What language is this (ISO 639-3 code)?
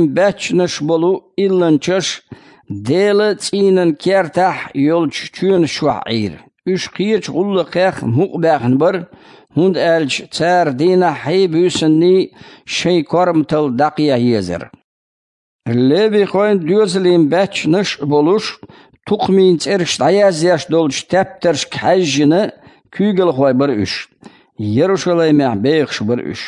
che